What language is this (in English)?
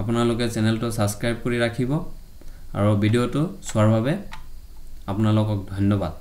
Assamese